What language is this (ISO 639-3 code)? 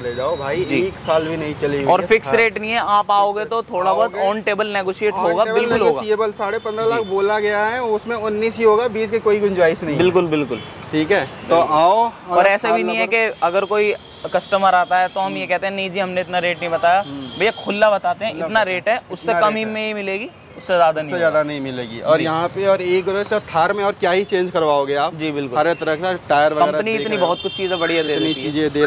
hin